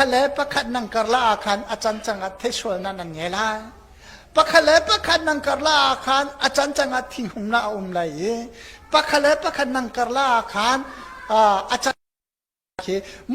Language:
Hakha Chin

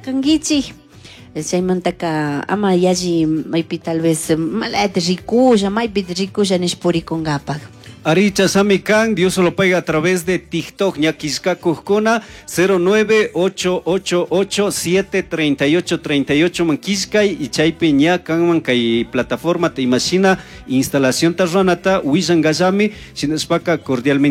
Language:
Chimborazo Highland Quichua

